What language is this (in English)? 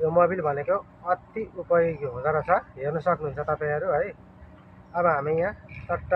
Nepali